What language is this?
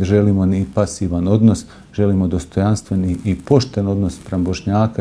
Bosnian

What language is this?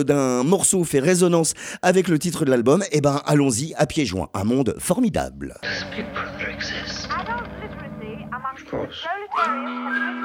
French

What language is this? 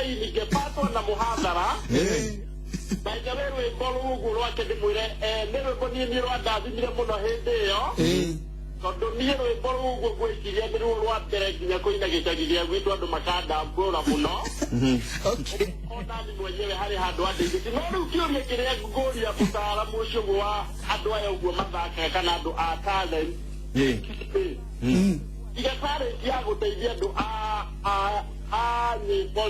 Kikuyu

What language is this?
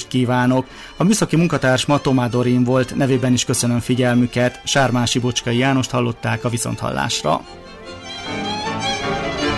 Hungarian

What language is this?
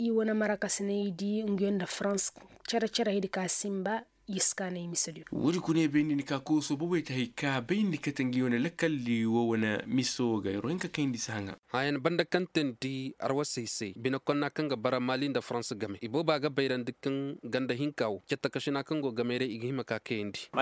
Koyraboro Senni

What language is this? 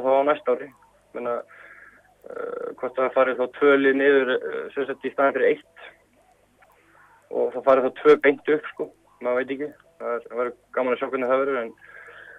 Icelandic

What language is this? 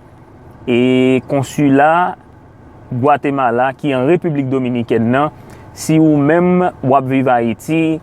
Haitian Creole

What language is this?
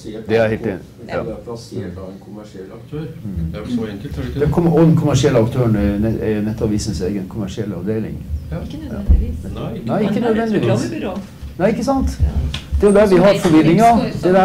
Norwegian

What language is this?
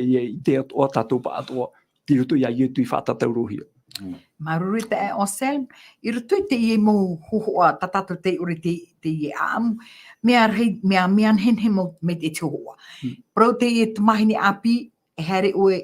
Tahitian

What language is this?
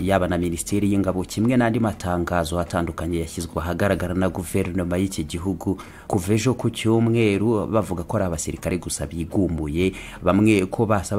Kinyarwanda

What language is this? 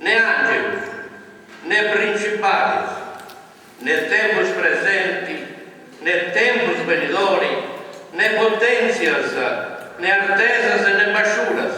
Sardinian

